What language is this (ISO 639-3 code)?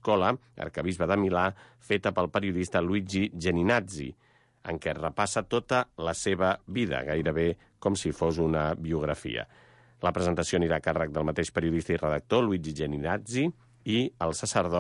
cat